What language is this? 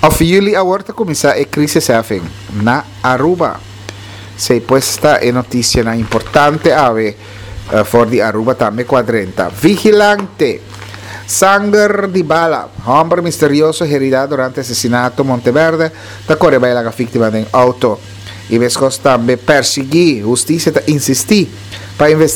Papiamento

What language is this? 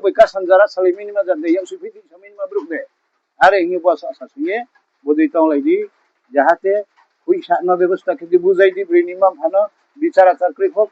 Riang (India)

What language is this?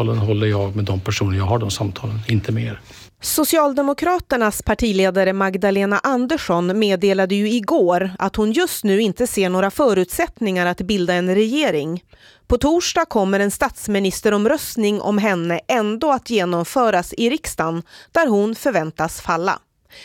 Swedish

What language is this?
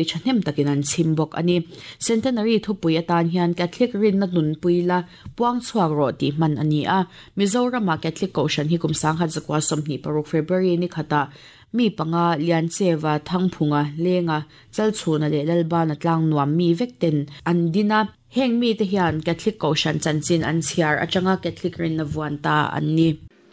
Mizo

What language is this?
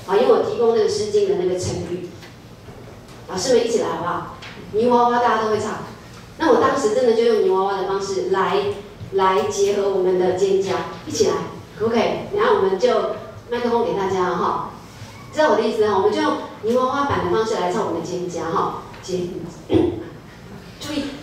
Chinese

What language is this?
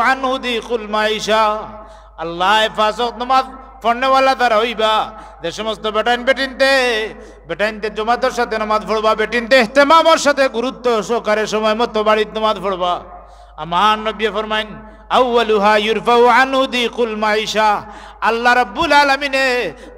Sylheti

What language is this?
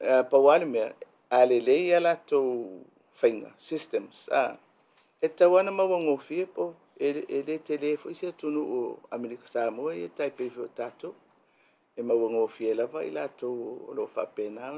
Samoan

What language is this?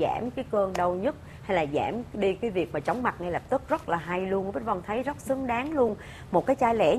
Vietnamese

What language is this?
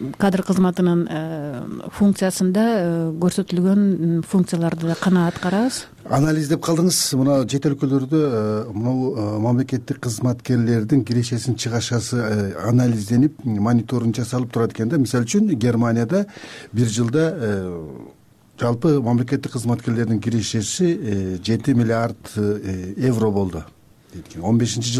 Kyrgyz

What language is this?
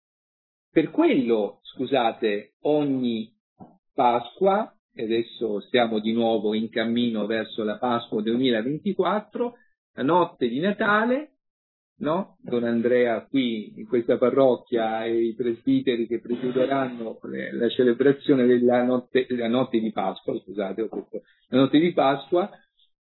Italian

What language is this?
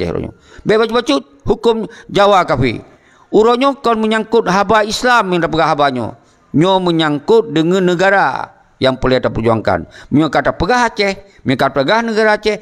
Achinese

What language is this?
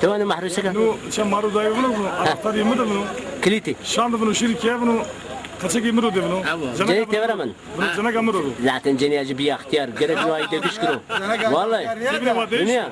Zaza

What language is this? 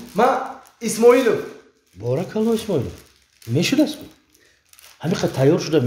Tajik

